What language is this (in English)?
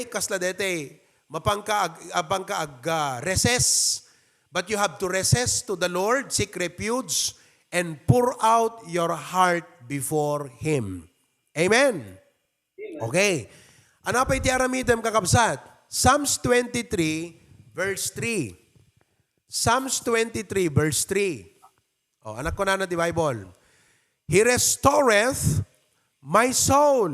Iloko